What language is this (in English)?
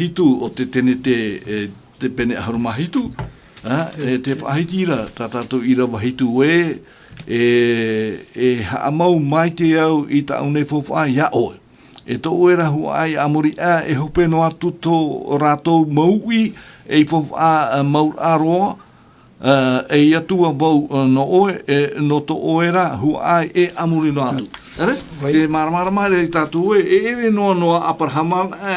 Tahitian